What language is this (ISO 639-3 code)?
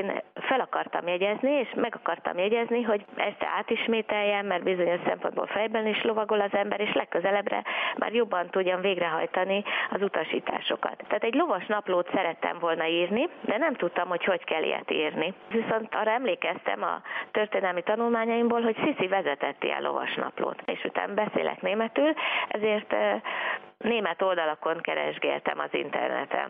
hun